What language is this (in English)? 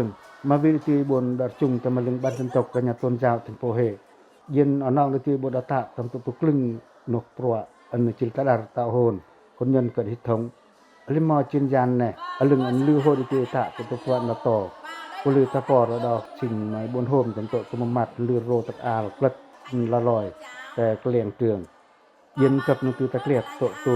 Pacoh